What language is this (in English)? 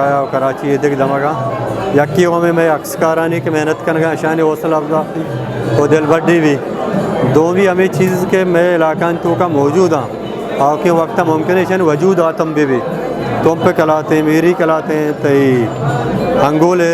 Eastern Balochi